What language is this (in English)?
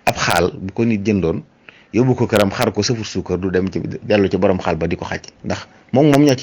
Wolof